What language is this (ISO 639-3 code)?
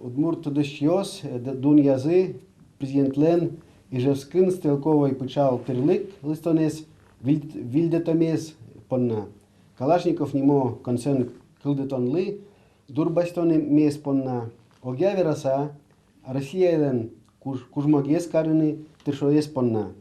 udm